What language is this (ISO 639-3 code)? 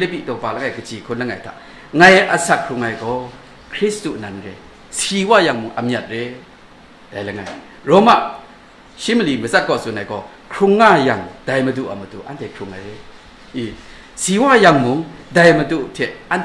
kac